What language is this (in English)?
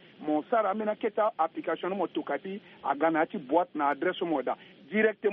Sango